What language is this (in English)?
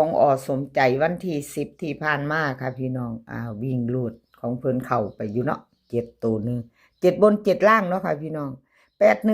Northeastern Thai